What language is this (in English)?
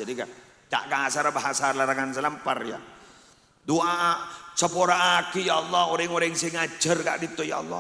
Madurese